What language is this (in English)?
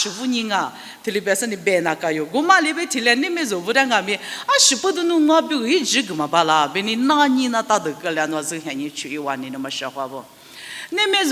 Lisu